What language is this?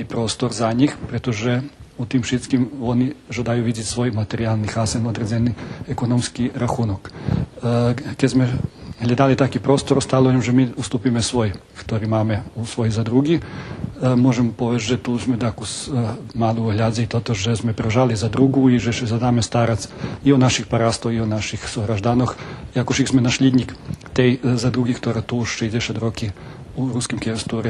Rusyn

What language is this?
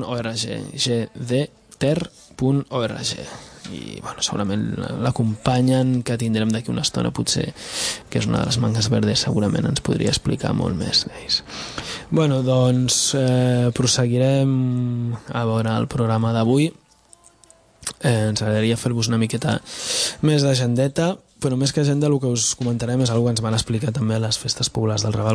Catalan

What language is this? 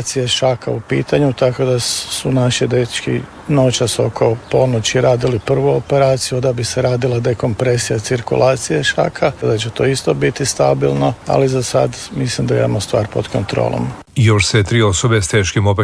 Croatian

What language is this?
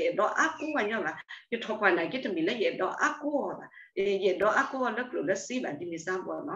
S'gaw Karen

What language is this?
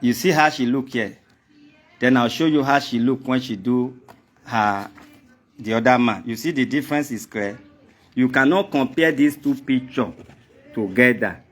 Nigerian Pidgin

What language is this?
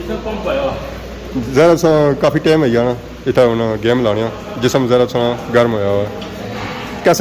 Pahari-Potwari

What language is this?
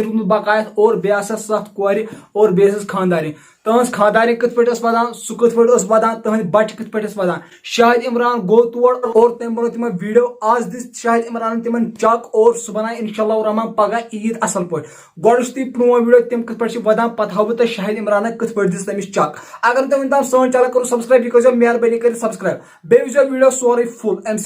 Kashmiri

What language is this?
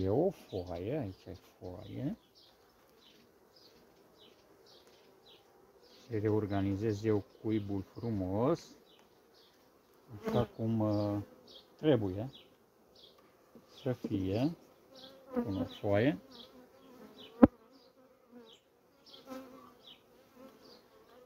Romanian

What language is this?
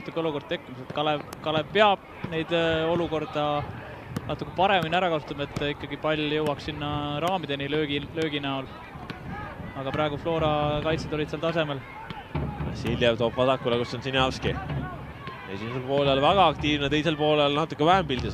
Estonian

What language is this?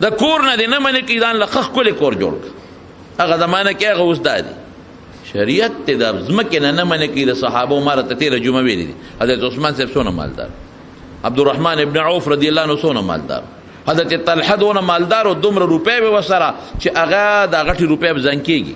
Pashto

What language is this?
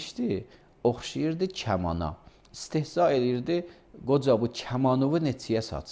Azerbaijani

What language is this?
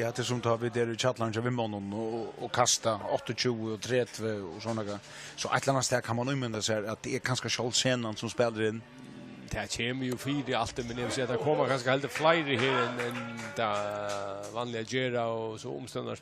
Faroese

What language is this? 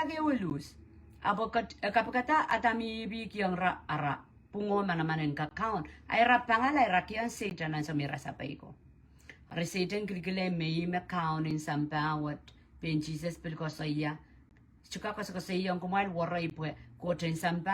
Pohnpeian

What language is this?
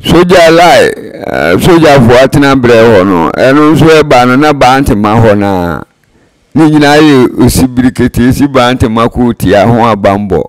Akan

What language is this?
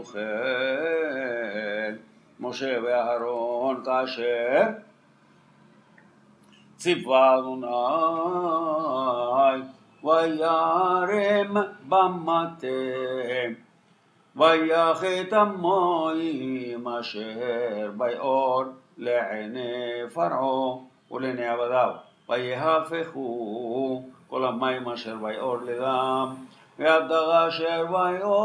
Hebrew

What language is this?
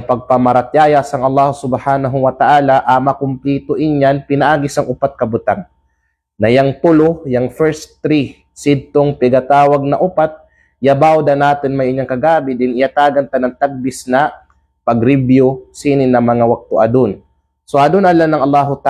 Kalagan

